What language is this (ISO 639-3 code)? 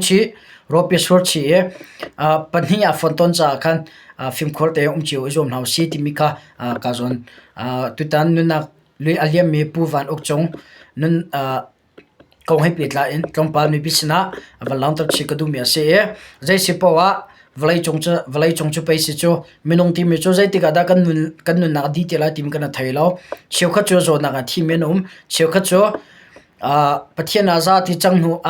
cnh